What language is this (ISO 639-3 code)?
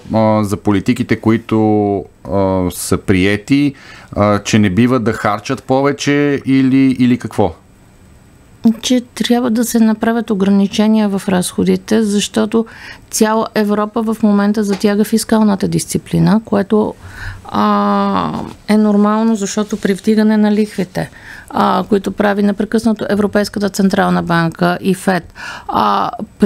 bul